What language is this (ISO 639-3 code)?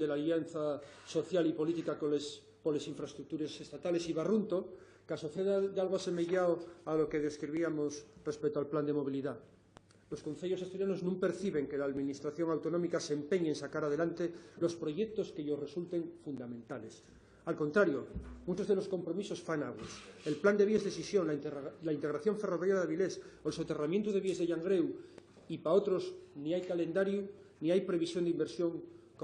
ast